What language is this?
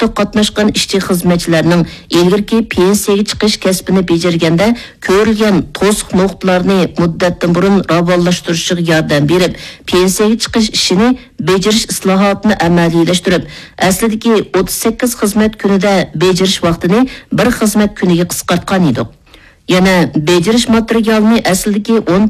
Uyghur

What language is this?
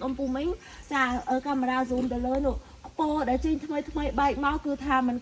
Khmer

